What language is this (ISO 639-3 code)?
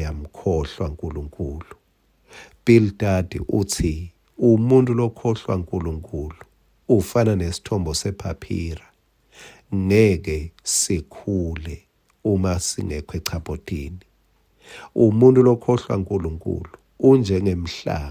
ssw